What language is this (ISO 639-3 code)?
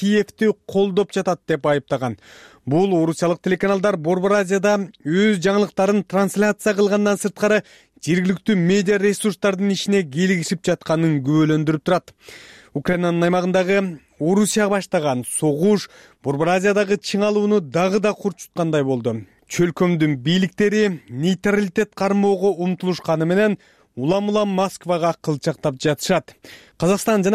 kir